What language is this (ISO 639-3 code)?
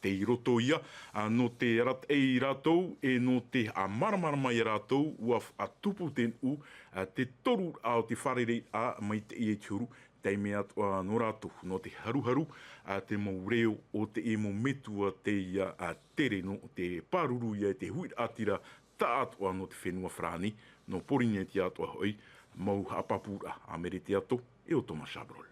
tah